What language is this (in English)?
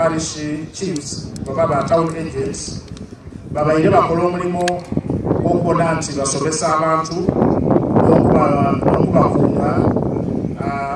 Soga